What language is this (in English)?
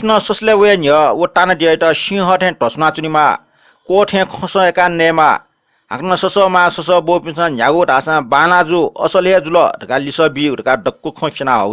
Newari